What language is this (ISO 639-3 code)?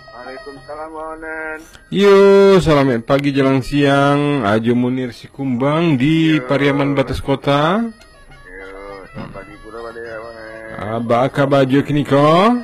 min